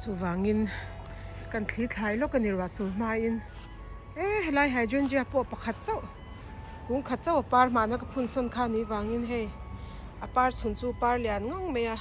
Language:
Mizo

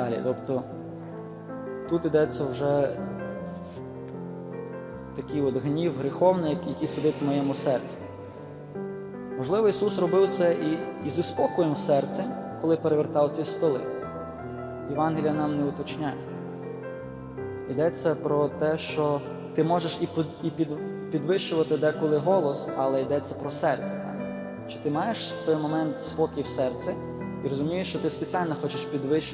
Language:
Ukrainian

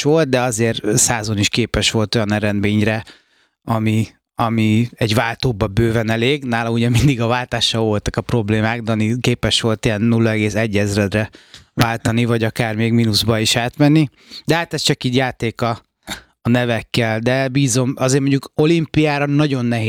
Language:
Hungarian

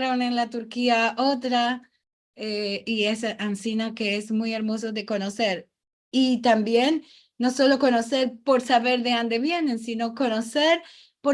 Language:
Ladino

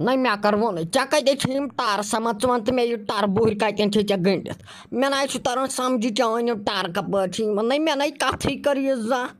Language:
Kashmiri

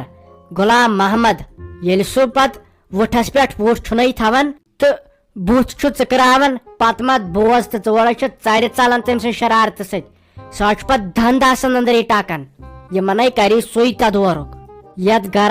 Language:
Kashmiri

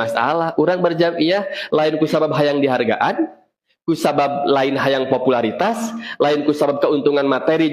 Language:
Sundanese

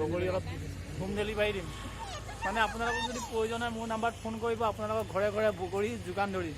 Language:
Assamese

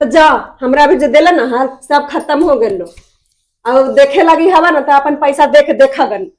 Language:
Magahi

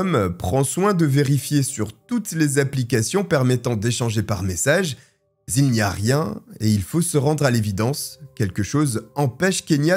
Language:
French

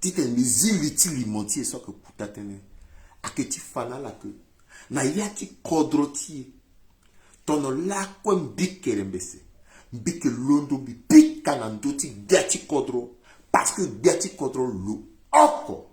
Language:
Sango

